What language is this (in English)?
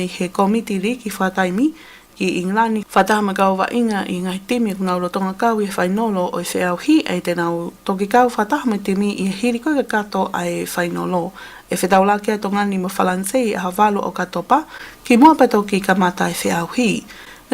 Tongan